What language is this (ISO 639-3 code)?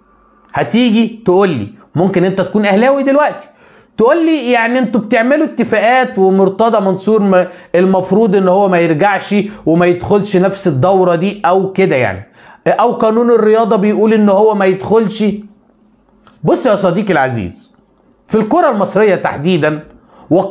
arz